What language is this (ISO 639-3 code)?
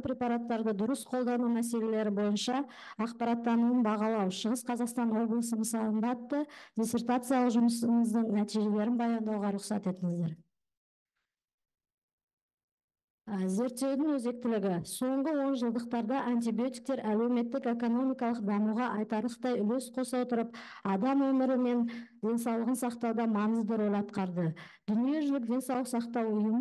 kaz